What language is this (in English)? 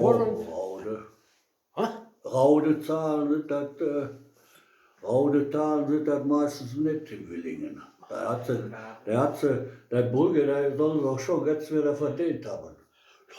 Westphalien